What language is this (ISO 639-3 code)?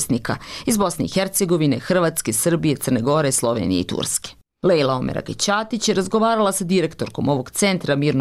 bos